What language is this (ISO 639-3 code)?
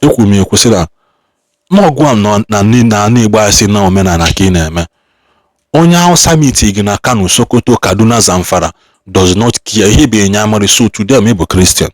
ibo